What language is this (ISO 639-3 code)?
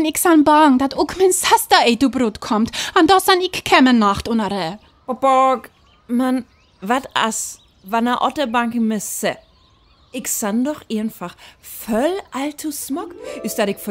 frr